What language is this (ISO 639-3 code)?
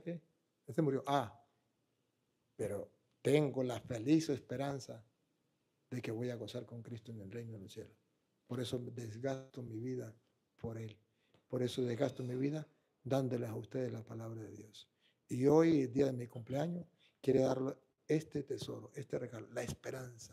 spa